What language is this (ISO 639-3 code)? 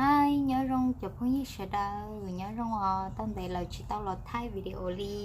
hmn